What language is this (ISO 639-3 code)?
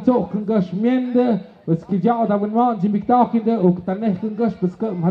mxp